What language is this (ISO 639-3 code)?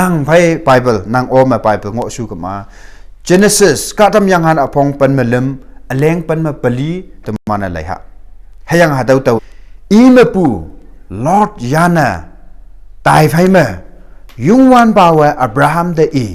nbe